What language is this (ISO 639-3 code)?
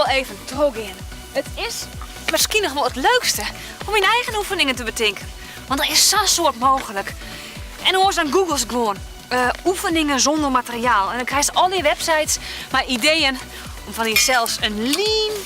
fry